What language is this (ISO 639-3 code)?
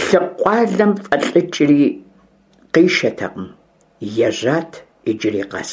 kbd